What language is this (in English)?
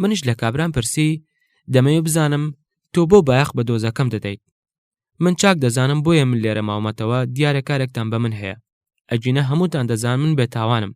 Central Kurdish